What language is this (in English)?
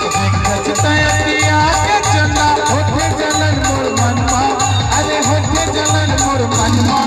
Chhattisgarhi